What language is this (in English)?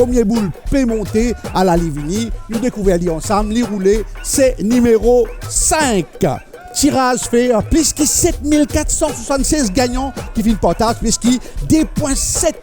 Morisyen